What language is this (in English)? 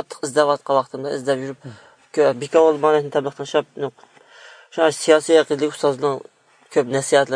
Uyghur